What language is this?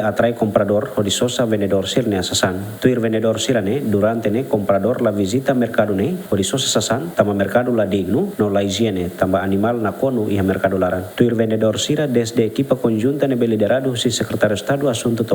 Tetum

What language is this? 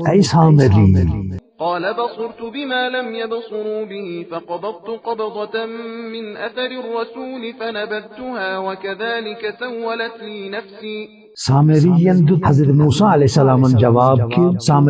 Kashmiri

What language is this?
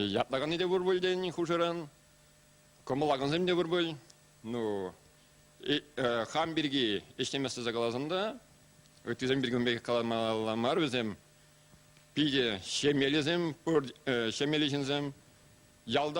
Chuvash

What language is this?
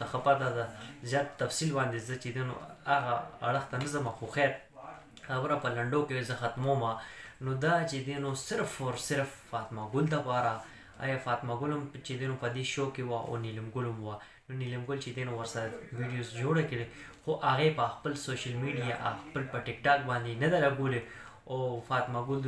Pashto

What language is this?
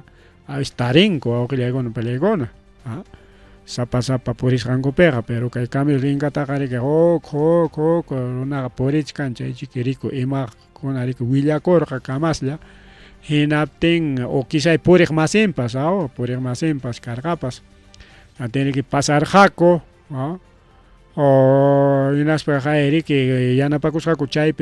Ayacucho Quechua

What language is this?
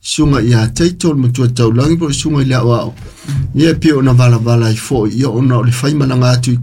Samoan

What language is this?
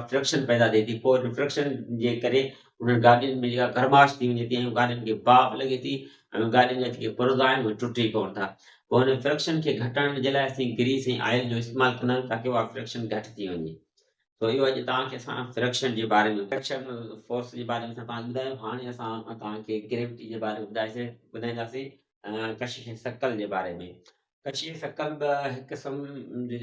Sindhi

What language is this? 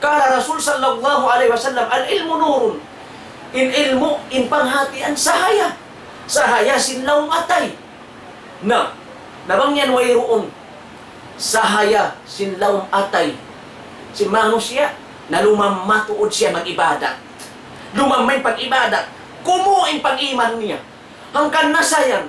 Tausug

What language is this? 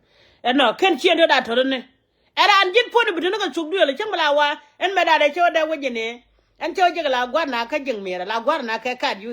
Nuer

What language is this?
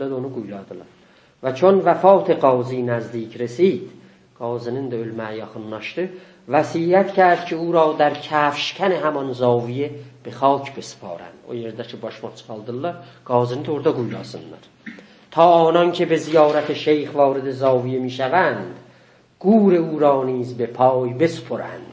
South Azerbaijani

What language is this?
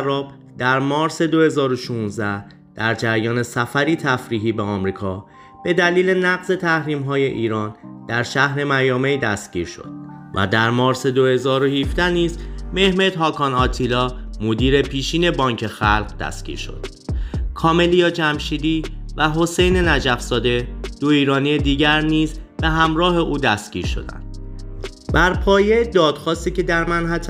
Persian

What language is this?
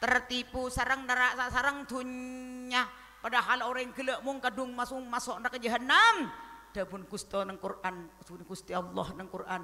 Madurese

